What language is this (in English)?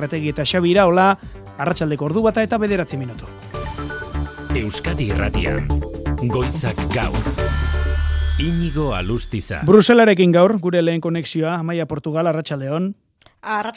Basque